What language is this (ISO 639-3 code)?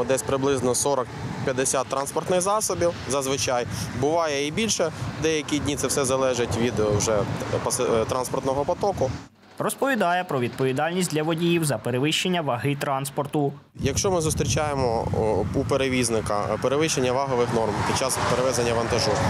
ukr